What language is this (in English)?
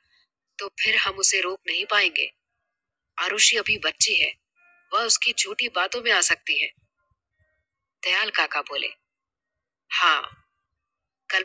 Hindi